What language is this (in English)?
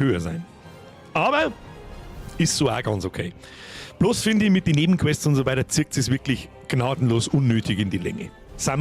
Bavarian